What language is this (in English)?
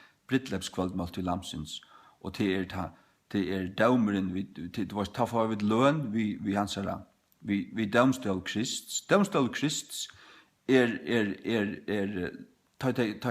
Faroese